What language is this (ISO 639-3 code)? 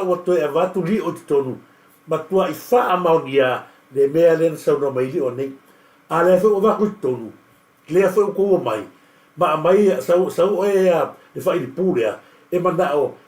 smo